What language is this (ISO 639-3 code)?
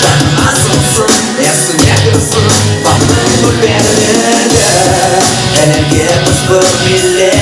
crh